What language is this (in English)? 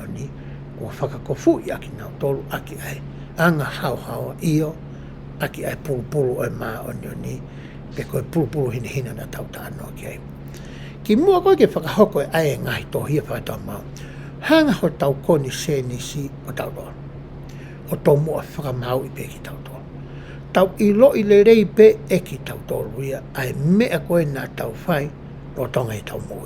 Tongan